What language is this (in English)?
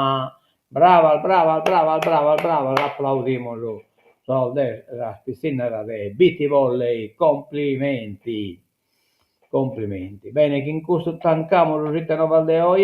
Sardinian